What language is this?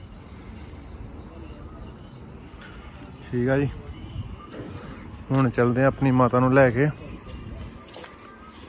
Punjabi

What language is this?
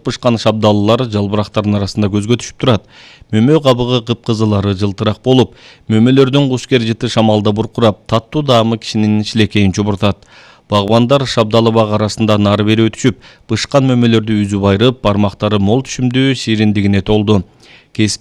Kyrgyz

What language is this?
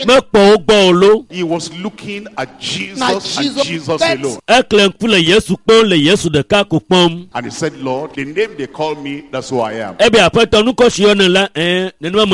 Ewe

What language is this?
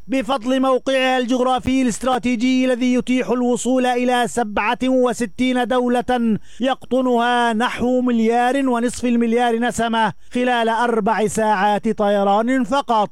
Arabic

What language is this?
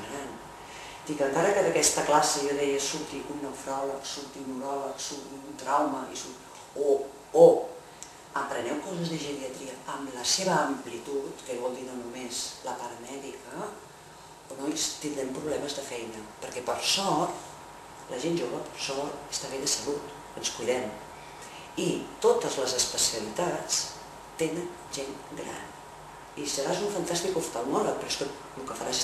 Catalan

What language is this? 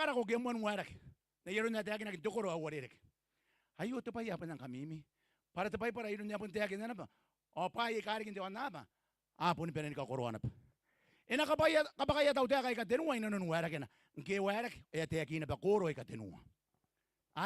Gilbertese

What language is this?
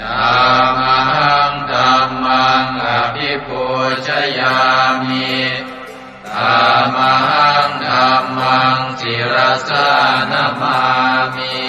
Pali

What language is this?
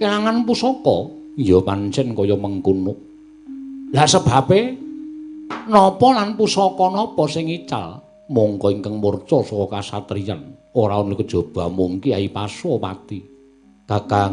Javanese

